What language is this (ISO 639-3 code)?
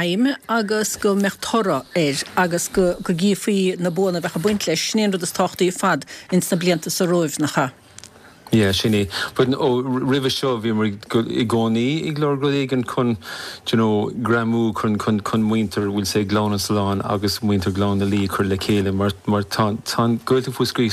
gle